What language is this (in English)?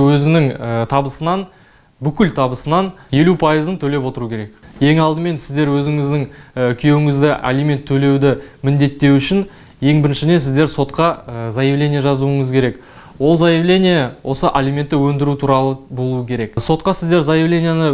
Kazakh